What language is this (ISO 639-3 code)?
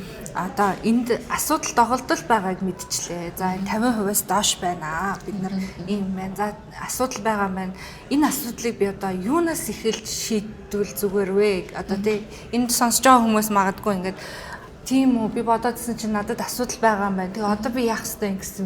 mon